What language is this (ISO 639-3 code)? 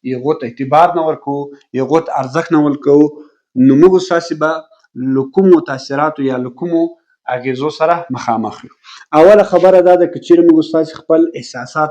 pus